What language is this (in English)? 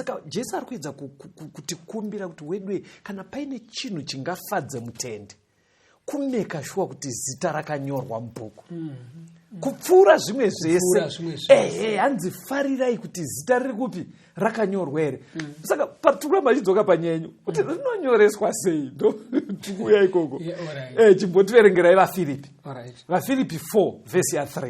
Shona